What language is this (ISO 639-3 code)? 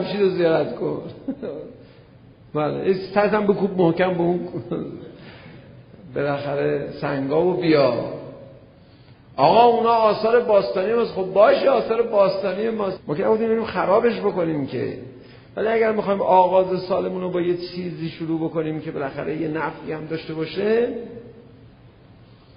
fas